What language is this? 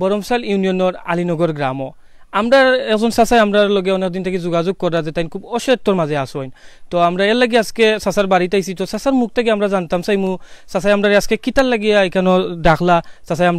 Sylheti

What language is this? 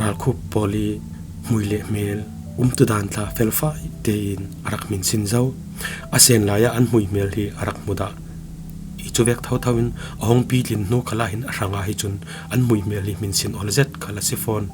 Falam Chin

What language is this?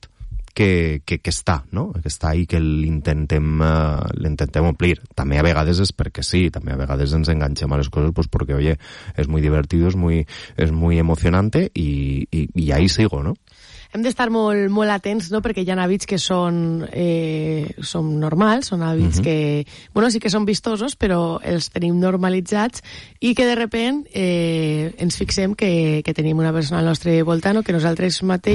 Catalan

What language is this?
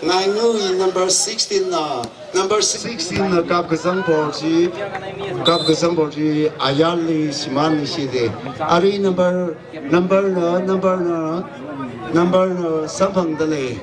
Tangkhul Naga (India)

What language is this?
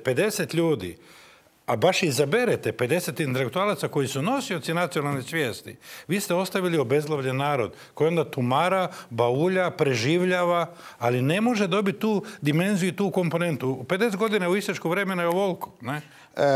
Croatian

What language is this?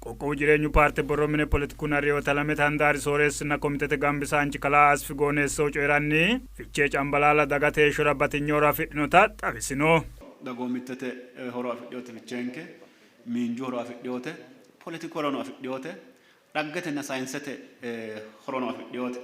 Sidamo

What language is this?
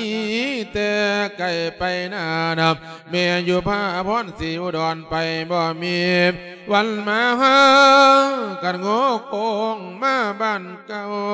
Lao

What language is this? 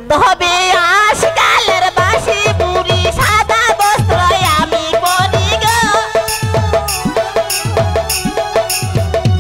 Bangla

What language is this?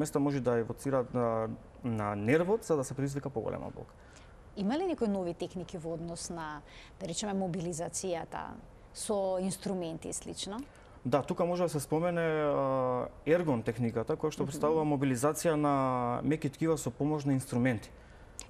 Macedonian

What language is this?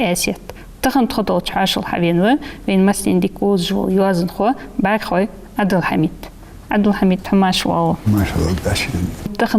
Ingush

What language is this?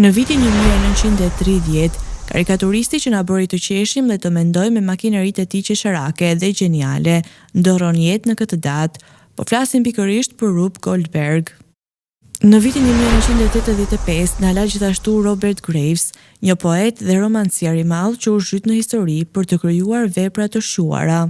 Albanian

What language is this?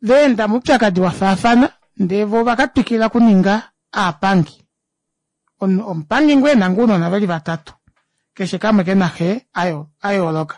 Kuanyama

